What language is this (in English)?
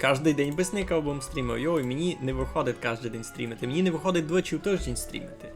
Rusyn